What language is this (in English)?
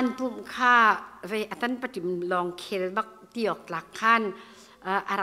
Hakha Chin